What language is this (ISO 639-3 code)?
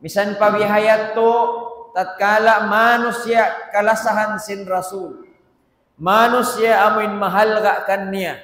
tsg